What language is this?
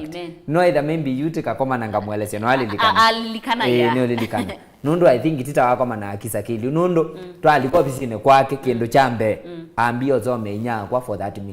Kamba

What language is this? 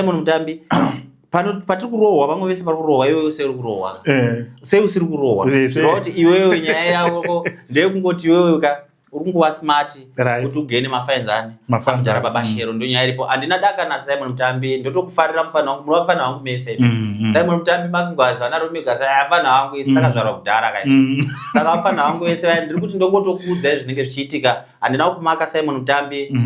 Shona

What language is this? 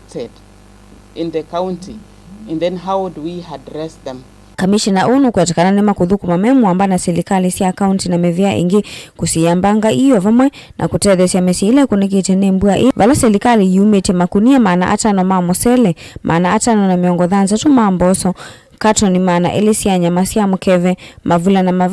Kamba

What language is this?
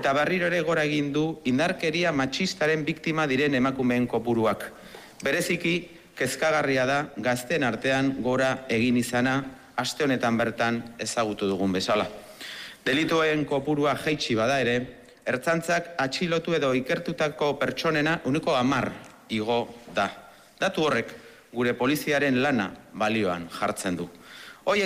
Basque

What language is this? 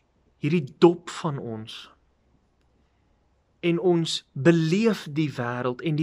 Afrikaans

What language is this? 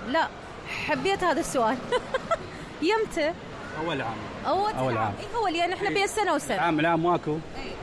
Mesopotamian Arabic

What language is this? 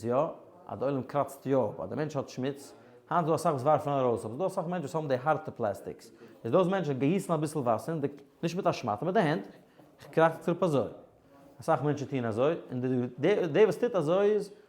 Yiddish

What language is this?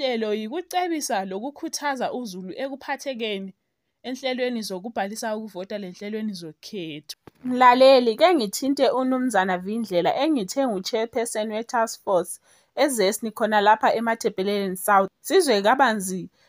North Ndebele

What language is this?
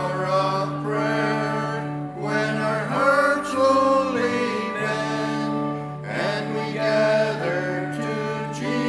English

